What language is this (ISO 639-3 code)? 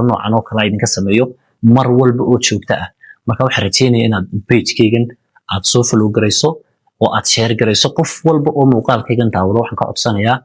som